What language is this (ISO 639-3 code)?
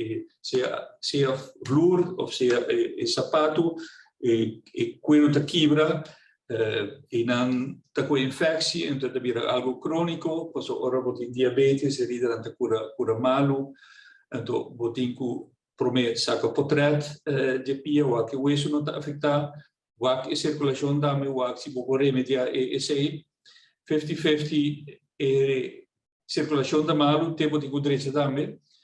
pap